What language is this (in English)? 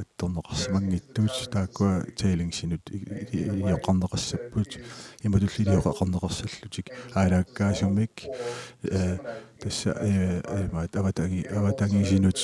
Kalaallisut